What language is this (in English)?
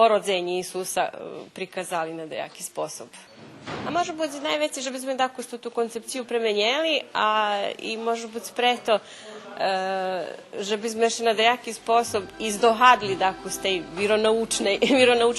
Rusyn